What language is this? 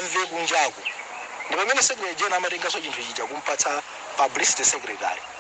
Nyanja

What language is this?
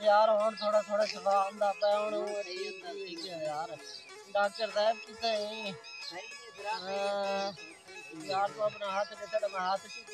Saraiki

